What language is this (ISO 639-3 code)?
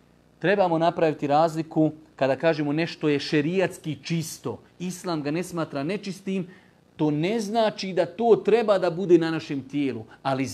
bos